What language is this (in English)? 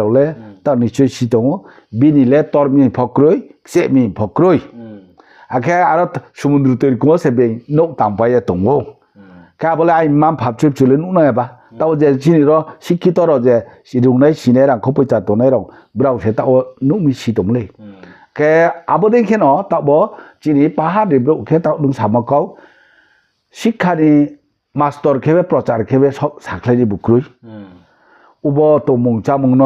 Riang (India)